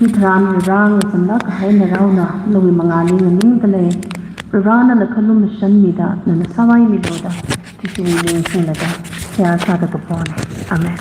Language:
Tangkhul Naga (India)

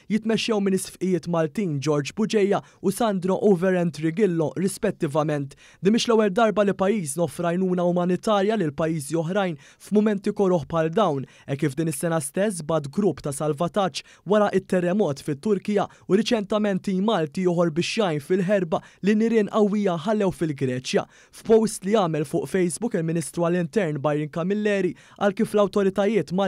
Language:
Maltese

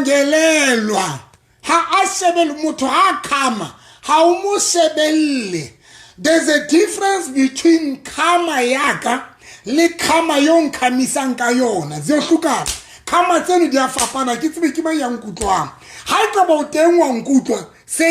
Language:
Southern Sotho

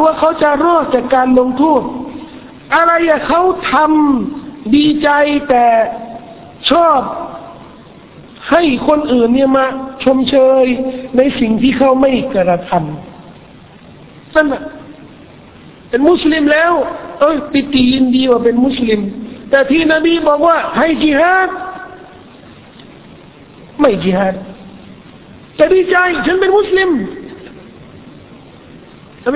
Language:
Thai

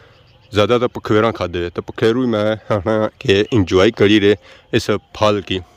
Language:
Pahari-Potwari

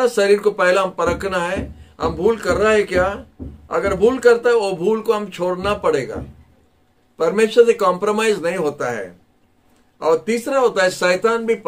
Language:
Hindi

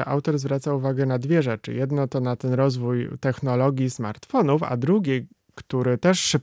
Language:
Polish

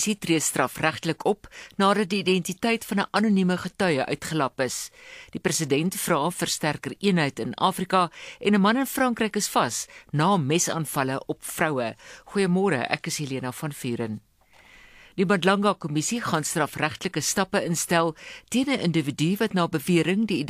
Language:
Afrikaans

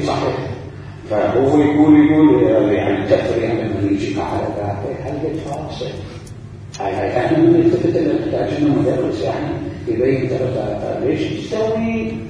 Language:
Mesopotamian Arabic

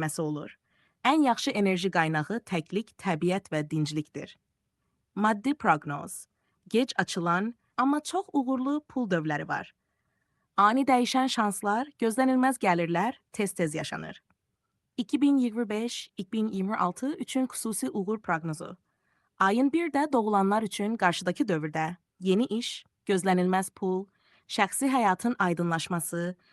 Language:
Azerbaijani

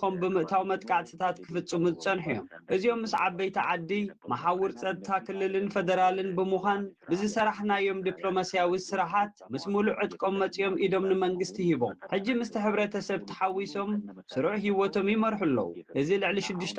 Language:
Tigrinya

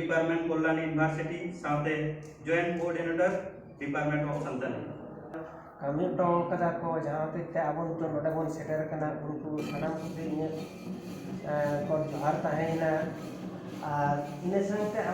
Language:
Santali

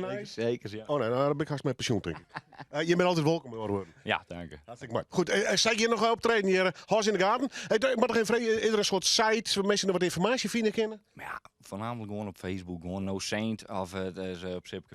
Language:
Western Frisian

